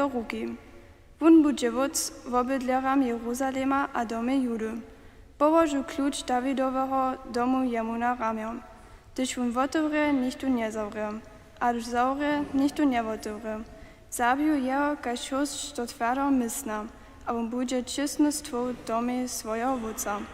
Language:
Upper Sorbian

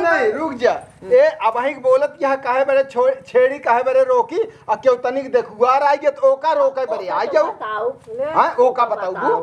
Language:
Awadhi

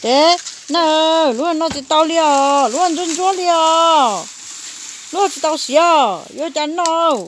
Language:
Hmong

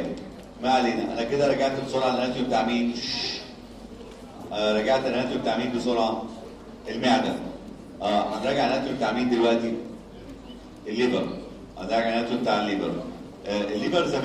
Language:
Egyptian Arabic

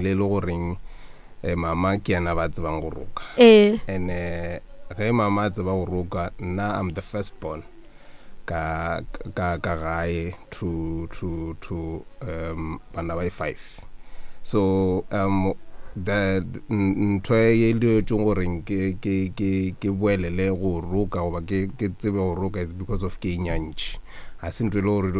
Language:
Northern Sotho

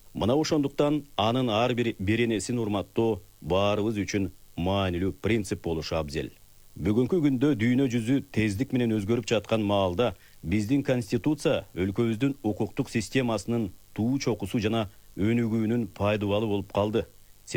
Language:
Kyrgyz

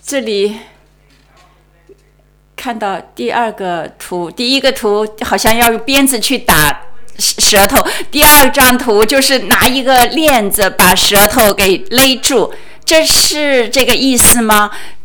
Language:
Chinese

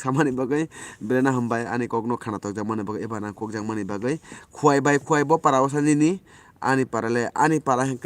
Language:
Kok Borok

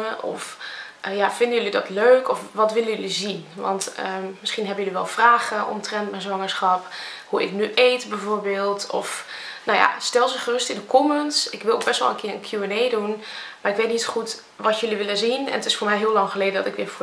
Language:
Dutch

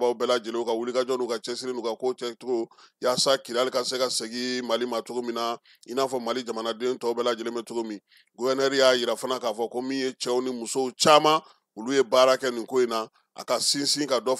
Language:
Bambara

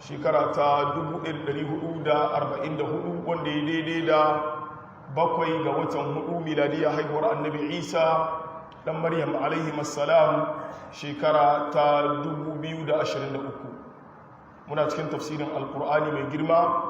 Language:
Hausa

